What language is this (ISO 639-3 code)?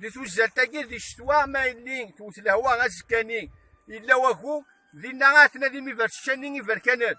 kab